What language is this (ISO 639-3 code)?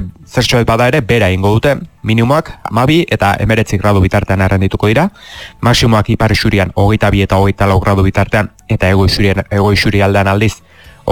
eus